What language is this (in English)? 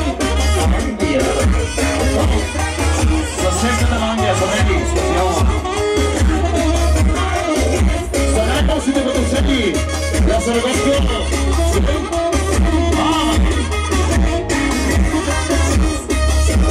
Bulgarian